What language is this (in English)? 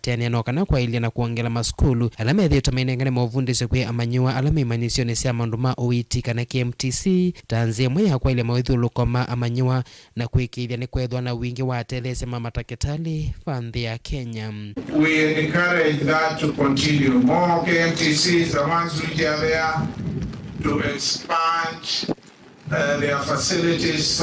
Kamba